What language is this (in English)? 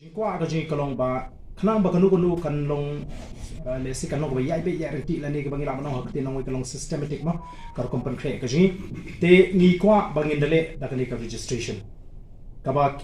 Khasi